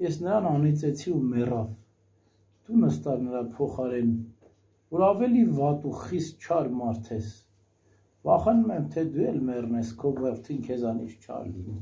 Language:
Armenian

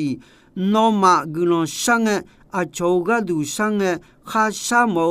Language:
Akha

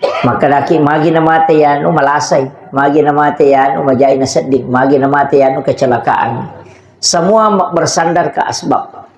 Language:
Buginese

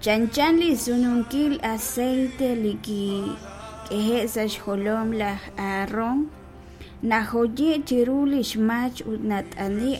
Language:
Kekchí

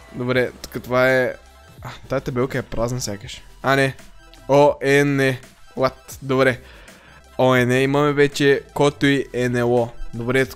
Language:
Bulgarian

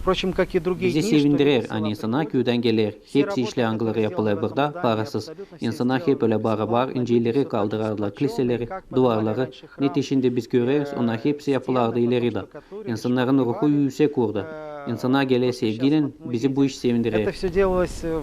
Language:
Gagauz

